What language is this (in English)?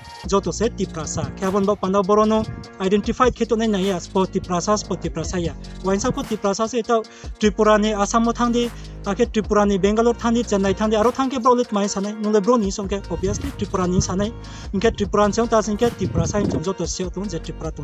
Riang (India)